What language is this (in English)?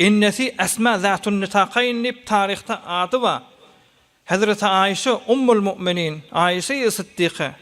Turkmen